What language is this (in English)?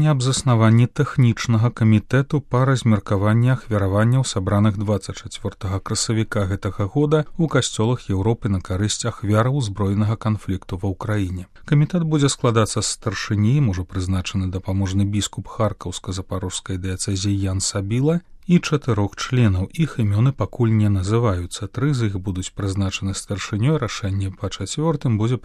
Belarusian